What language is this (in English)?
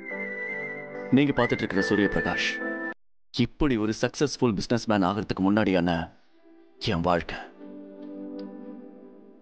Tamil